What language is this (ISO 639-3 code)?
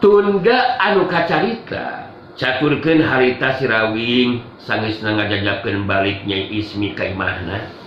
sun